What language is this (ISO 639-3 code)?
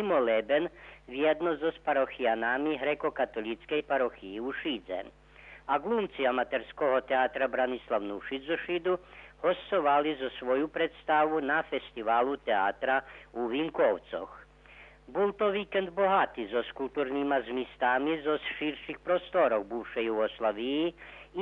rue